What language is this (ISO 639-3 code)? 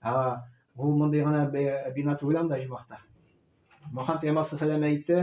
tat